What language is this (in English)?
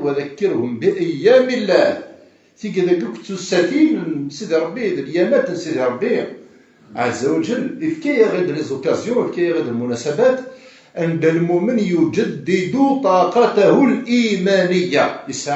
Kabyle